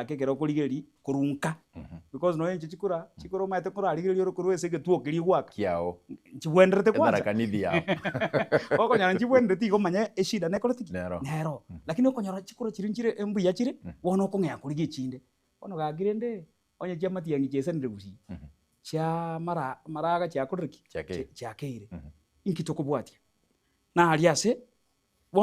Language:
Gusii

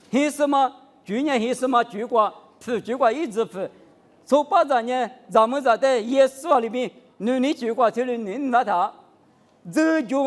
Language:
Lisu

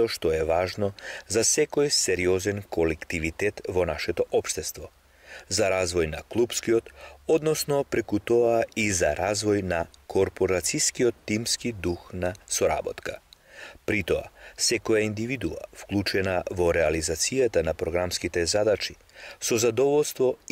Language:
Macedonian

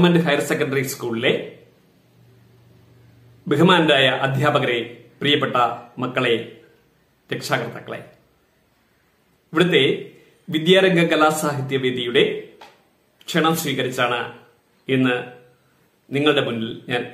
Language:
Malayalam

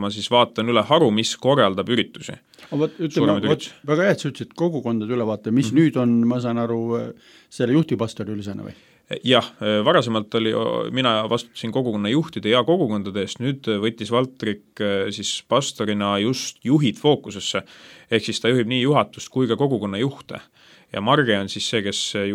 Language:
Estonian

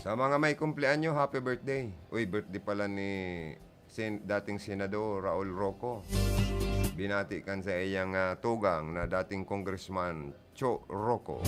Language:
Bikol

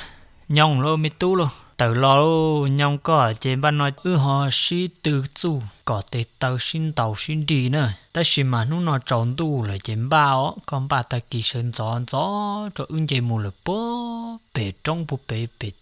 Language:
Hmong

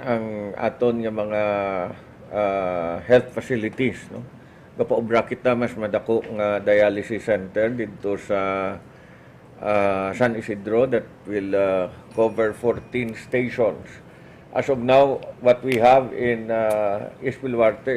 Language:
Hiligaynon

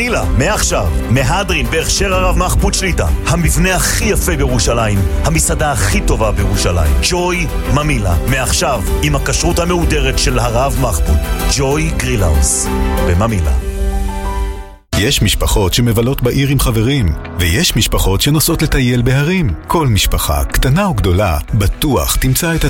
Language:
Hebrew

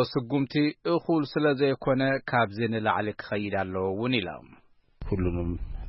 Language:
Tigrinya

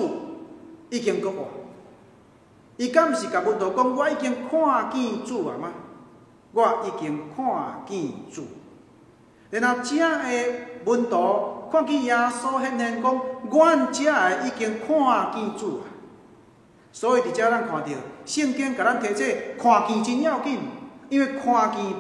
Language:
Min Nan Chinese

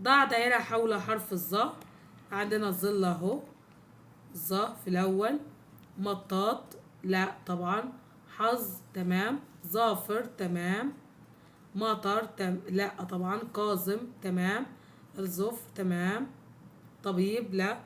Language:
Egyptian Arabic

